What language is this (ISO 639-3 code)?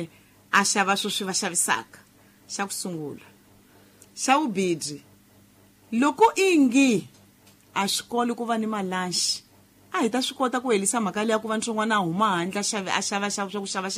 tso